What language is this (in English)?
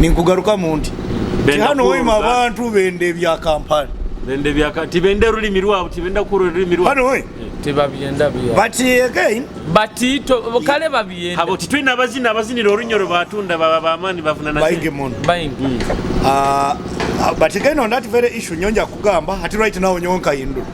Nyoro